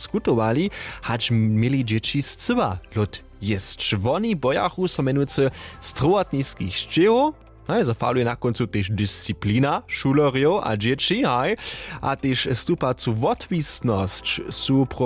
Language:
Upper Sorbian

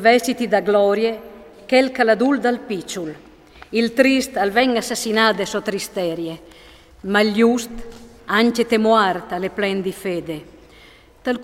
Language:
Friulian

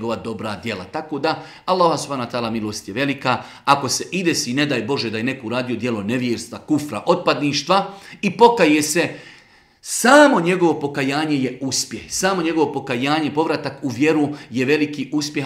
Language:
Bosnian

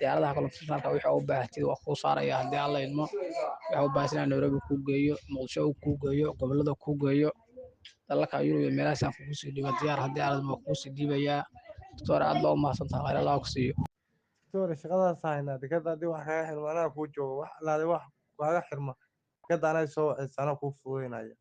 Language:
Somali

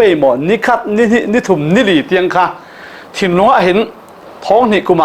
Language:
Falam Chin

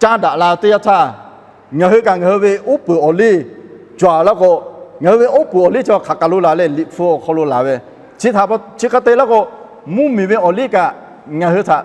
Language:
Lahu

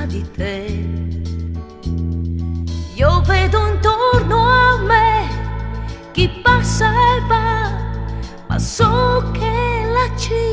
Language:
Italian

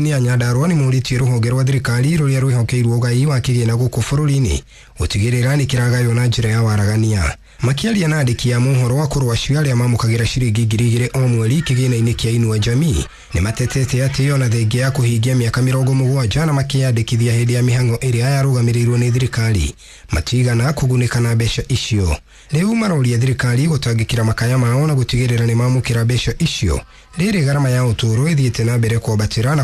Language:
Kikuyu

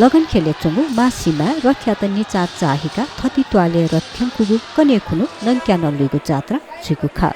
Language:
Newari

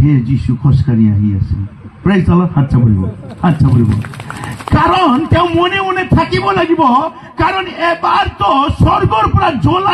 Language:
Assamese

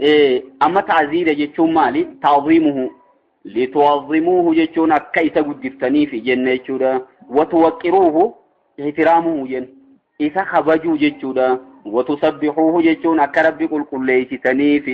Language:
Oromo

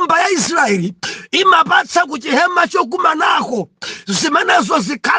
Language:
Nyanja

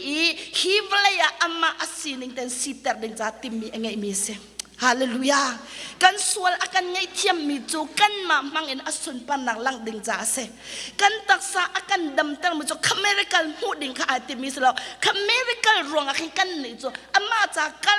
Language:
Hakha Chin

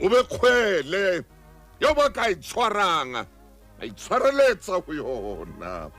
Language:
Southern Sotho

